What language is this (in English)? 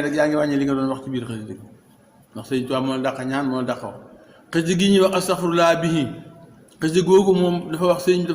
Wolof